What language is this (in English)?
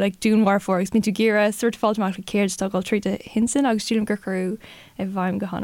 Irish